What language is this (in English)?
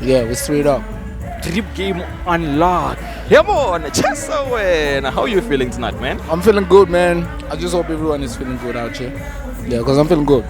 Venda